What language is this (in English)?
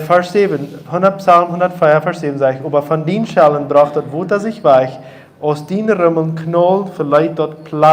Plautdietsch